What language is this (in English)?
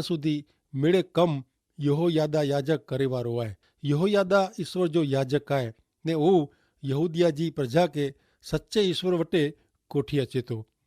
Kachhi